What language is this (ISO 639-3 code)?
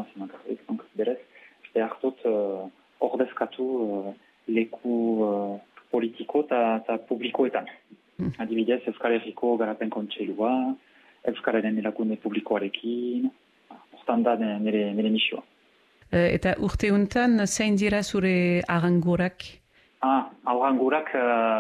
eus